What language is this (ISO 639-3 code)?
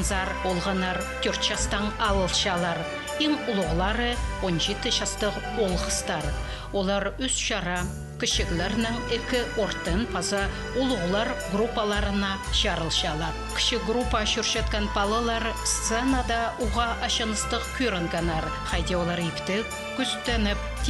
kjh